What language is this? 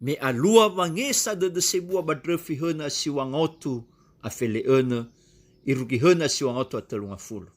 Nias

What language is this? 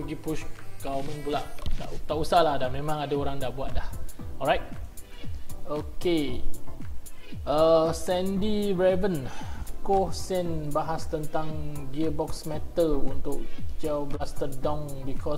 Malay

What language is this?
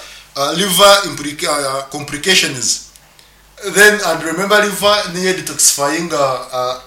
Nyankole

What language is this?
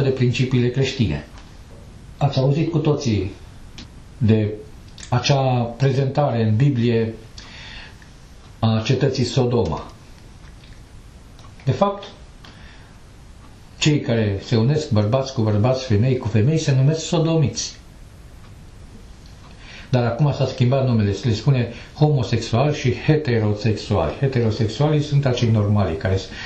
Romanian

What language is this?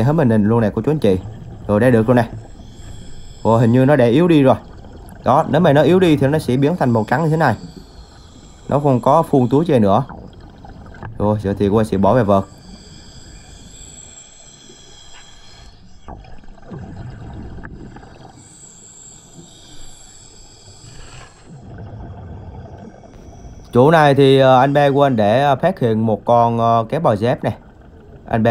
Vietnamese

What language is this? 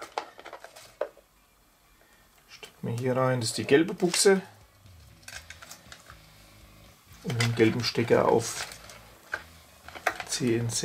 German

